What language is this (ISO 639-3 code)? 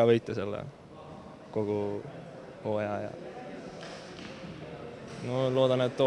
est